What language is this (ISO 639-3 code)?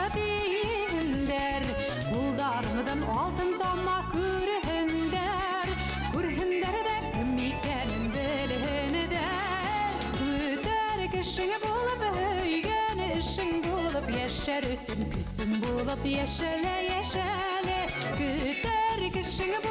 bak